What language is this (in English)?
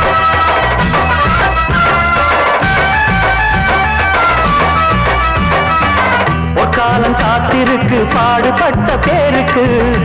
Tamil